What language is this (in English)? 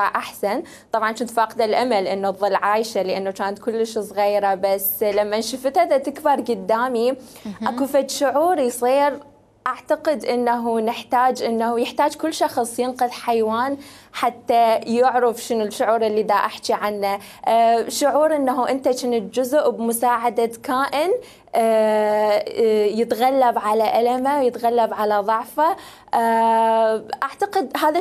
Mesopotamian Arabic